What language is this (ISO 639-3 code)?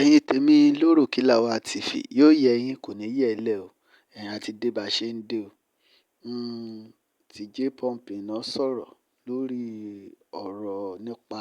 yor